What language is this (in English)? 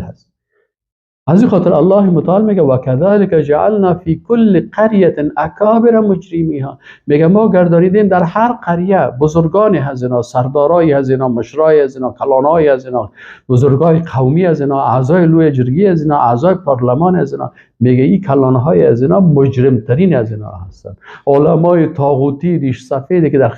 Persian